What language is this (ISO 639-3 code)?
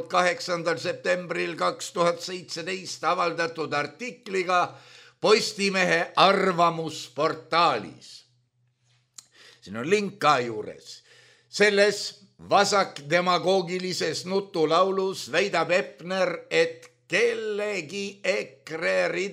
est